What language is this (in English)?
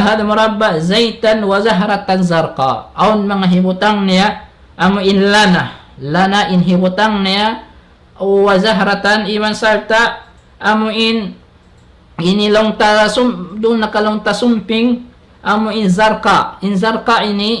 Tausug